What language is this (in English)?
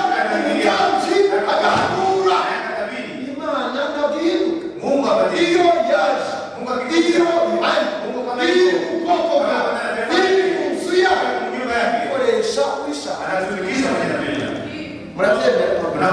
Kinyarwanda